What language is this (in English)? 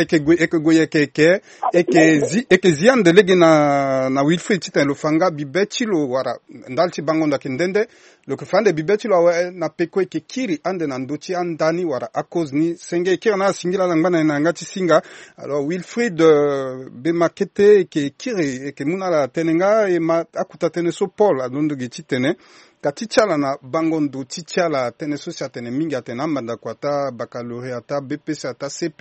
Sango